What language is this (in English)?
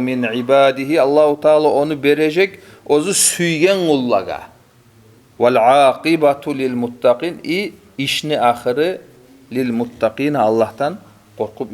Kumyk